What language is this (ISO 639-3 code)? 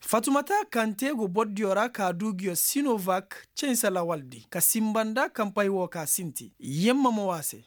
ses